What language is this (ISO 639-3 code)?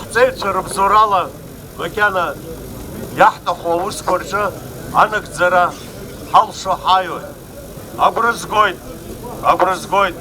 abk